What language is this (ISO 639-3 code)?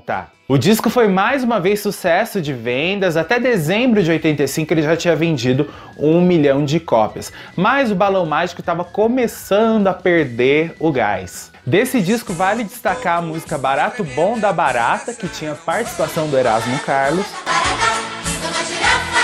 por